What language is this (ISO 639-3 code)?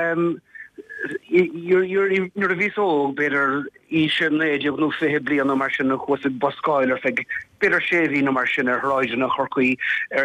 gle